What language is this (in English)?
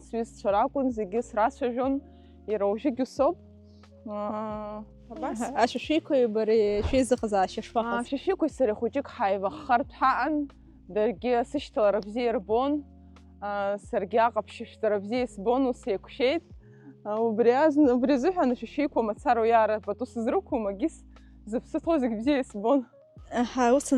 Abkhazian